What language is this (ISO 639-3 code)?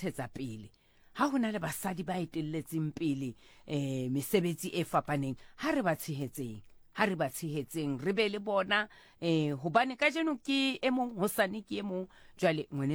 sot